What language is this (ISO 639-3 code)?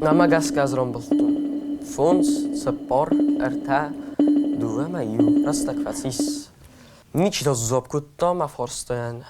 oss